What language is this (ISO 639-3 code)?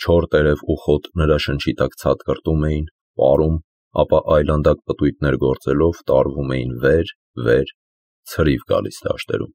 hye